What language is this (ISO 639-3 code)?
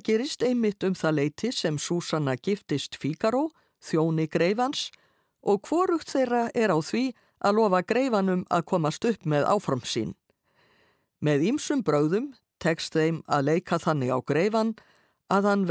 isl